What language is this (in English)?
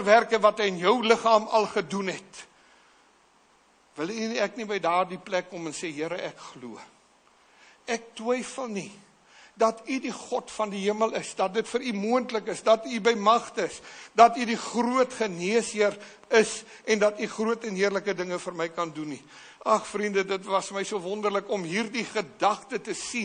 Afrikaans